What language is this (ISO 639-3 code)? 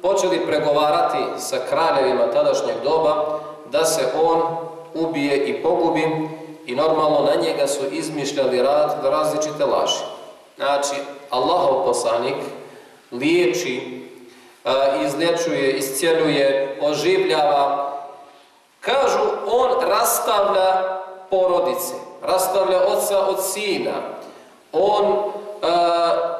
bos